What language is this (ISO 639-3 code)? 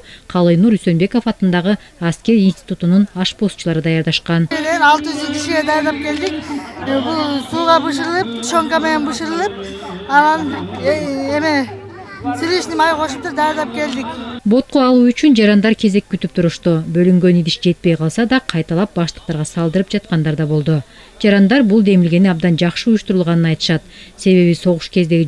kir